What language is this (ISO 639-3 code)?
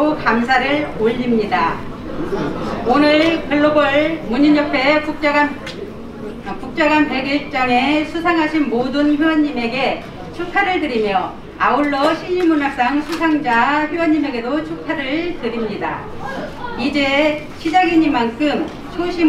kor